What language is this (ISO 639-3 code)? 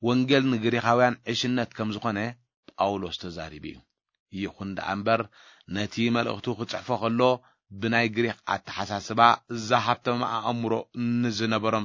tir